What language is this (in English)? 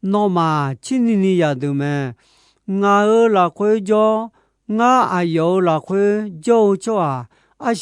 Akha